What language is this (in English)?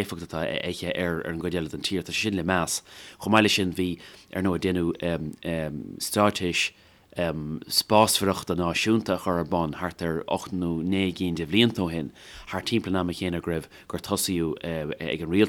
Irish